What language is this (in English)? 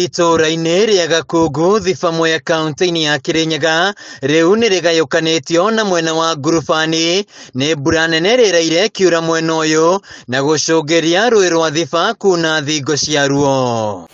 Kikuyu